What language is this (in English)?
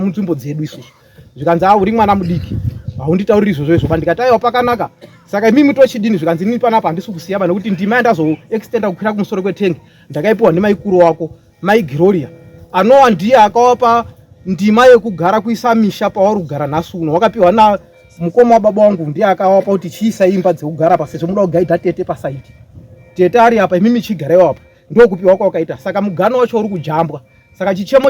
Shona